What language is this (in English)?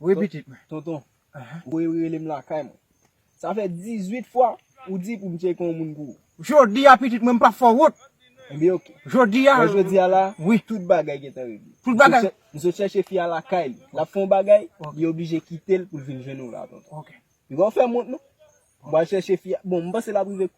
Haitian Creole